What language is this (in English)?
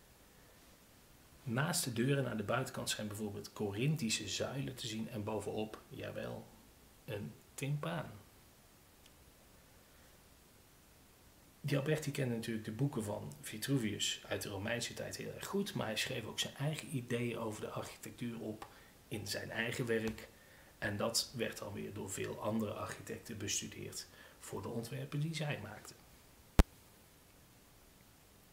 Dutch